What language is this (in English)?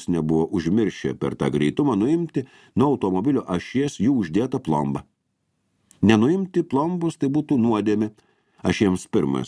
Lithuanian